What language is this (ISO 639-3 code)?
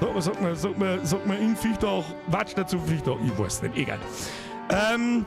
bar